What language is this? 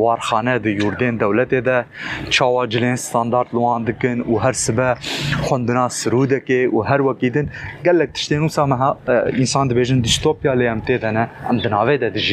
Kurdish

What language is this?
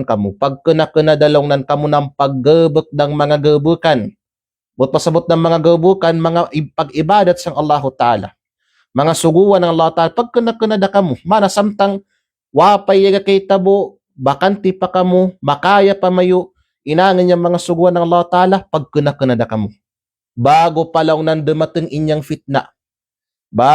Kalagan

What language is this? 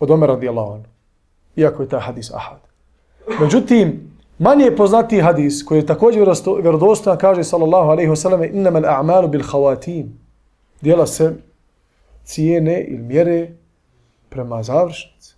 Bosnian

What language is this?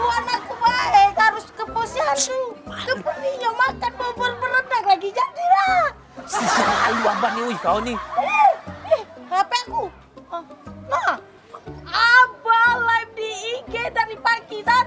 Musi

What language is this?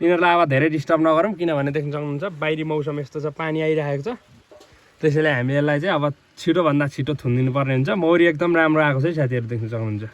Nepali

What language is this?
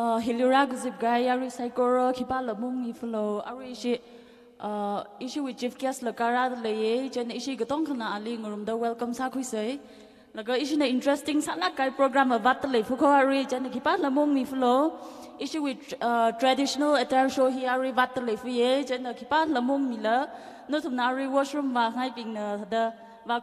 Tangkhul Naga (India)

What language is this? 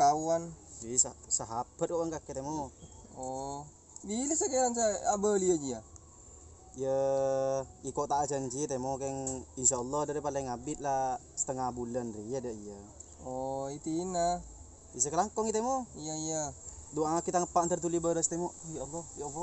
Madurese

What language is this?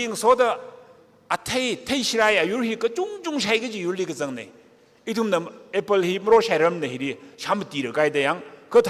Tangkhul Naga (India)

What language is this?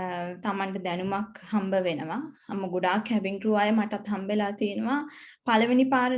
Sinhala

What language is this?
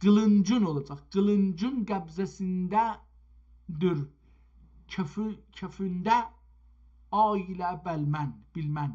South Azerbaijani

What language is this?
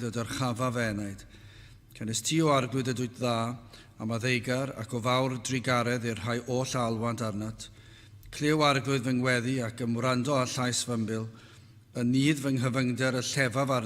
Welsh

